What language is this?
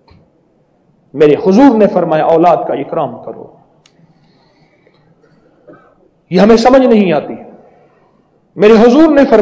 Urdu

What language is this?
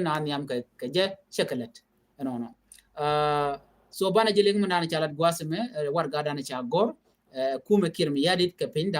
Nuer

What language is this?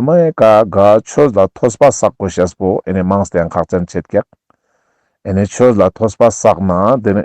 Ladakhi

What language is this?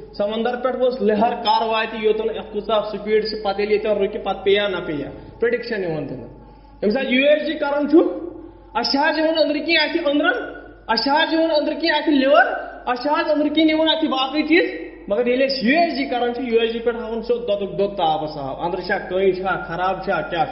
Kashmiri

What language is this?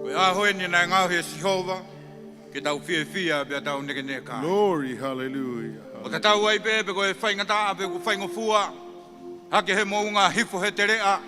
Tongan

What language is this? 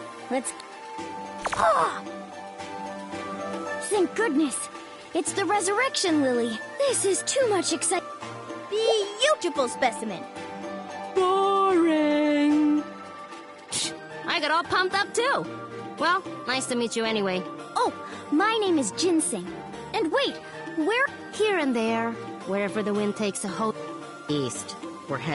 English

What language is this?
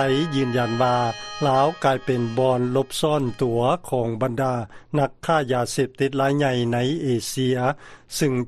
Lao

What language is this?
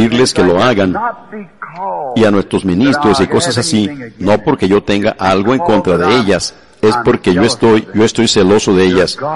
Spanish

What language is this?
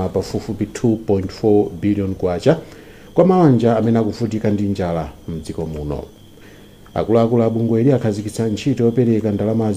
Nyanja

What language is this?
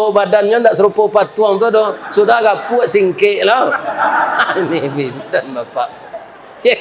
Minangkabau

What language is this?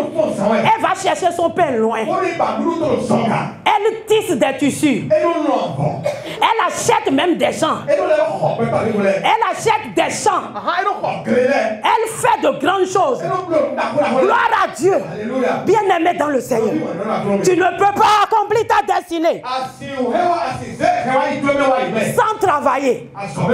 French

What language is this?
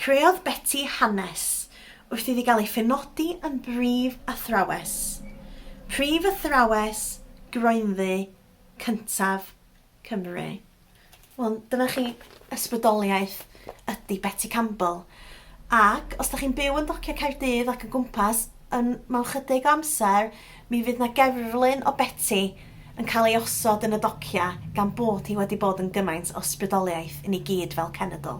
Welsh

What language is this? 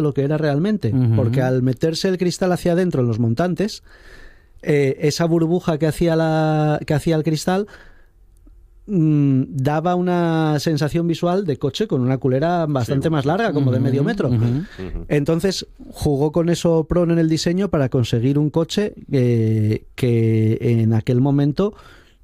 Spanish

